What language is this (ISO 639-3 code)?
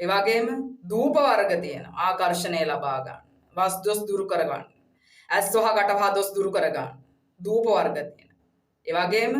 sin